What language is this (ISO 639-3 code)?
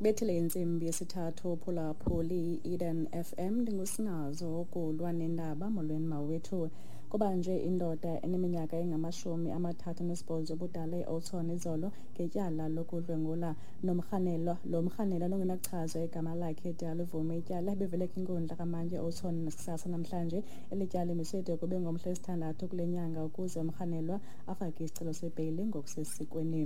xho